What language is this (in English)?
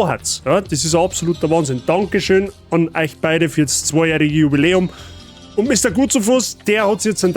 Bavarian